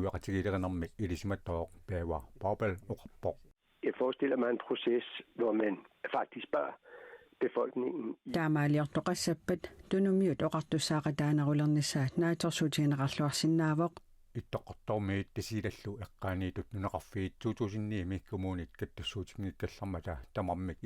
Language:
Kalaallisut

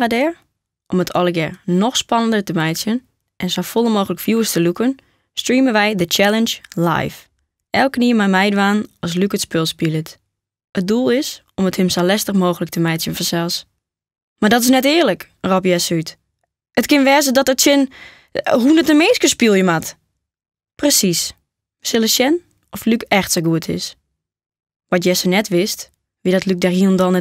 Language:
Western Frisian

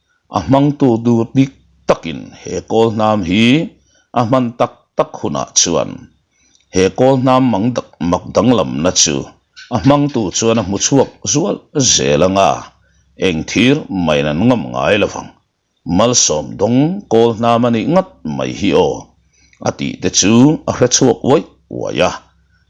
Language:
Mizo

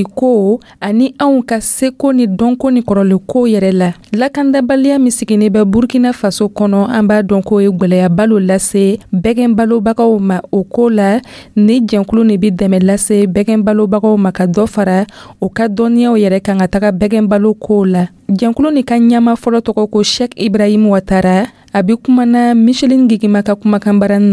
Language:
Dyula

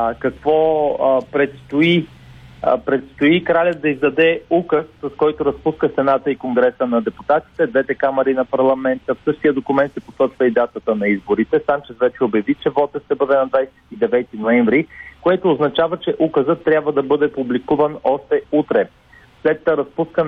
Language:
Bulgarian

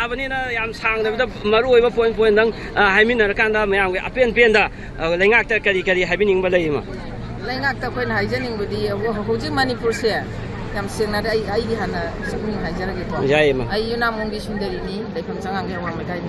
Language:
Manipuri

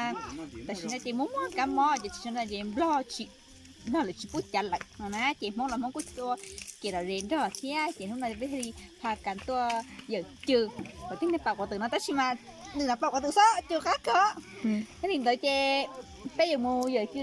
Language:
Hmong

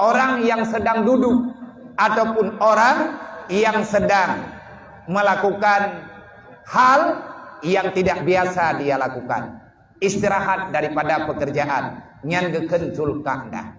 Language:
Achinese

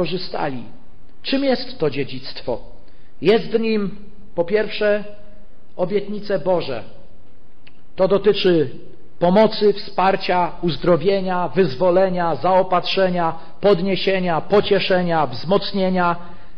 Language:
Polish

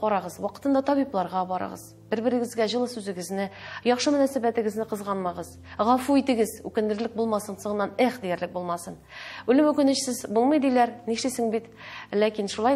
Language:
Tatar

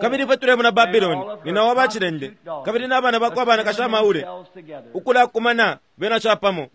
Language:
Bemba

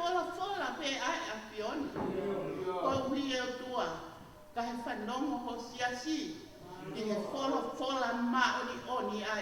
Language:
Tongan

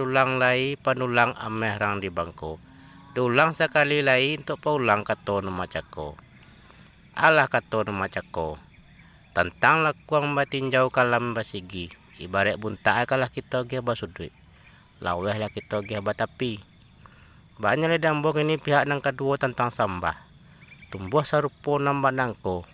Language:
Minangkabau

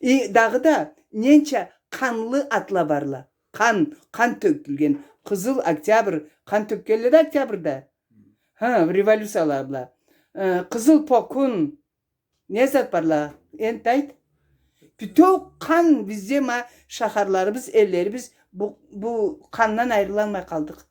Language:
Karachay-Balkar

